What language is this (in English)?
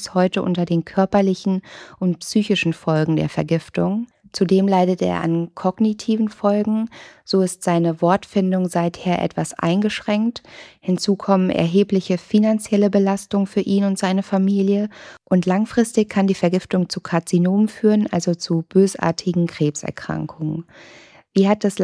German